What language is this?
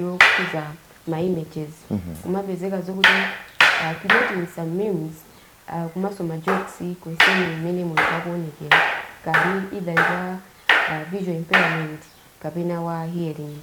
Nyanja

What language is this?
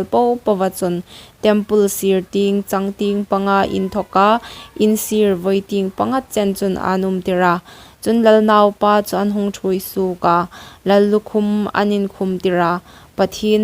Hmar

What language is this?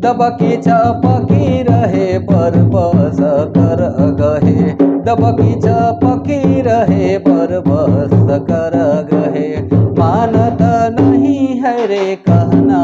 Sadri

